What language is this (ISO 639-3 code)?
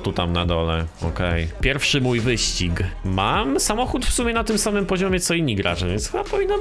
pol